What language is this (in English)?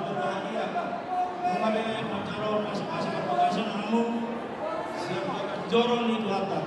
Batak Toba